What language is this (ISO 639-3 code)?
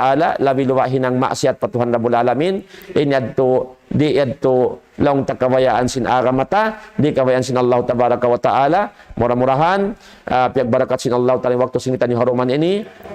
tsg